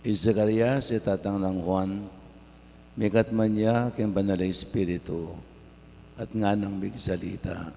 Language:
Pampanga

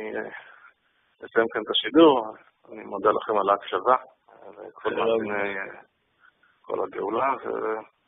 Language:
Hebrew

